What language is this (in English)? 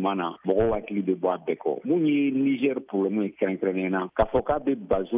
Bambara